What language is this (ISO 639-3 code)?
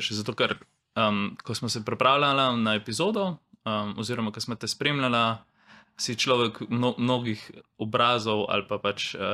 slv